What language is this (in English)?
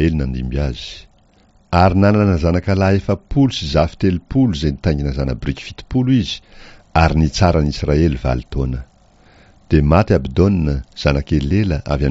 Malagasy